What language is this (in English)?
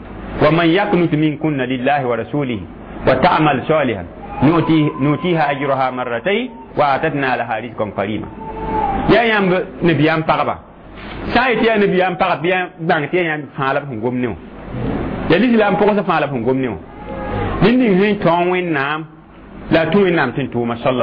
Mossi